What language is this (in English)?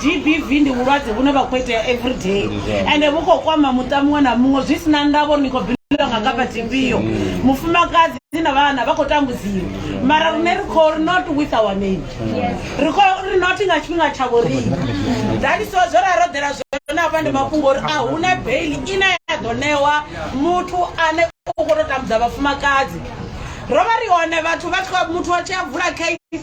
Venda